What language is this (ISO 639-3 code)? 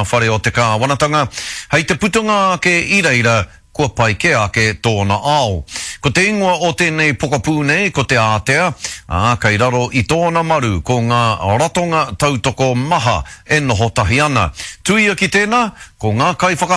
mri